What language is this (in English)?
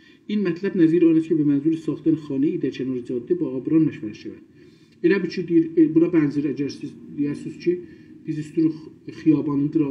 South Azerbaijani